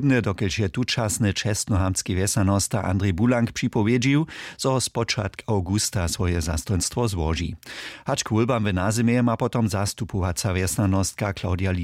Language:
Upper Sorbian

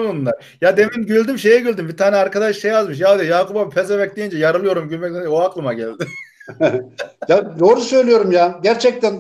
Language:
Turkish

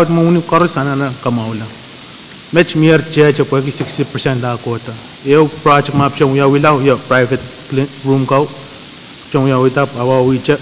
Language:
Pohnpeian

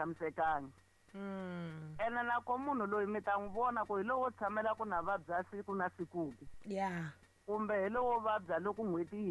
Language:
Tsonga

